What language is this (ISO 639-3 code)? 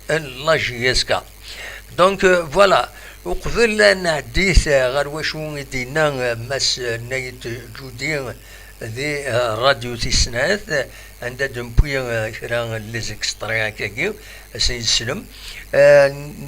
kab